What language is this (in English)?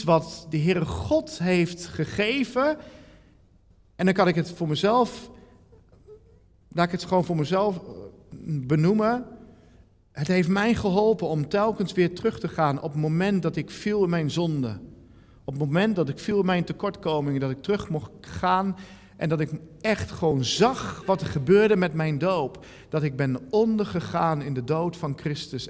Dutch